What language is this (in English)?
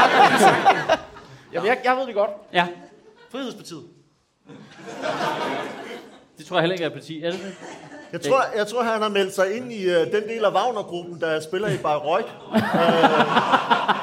Danish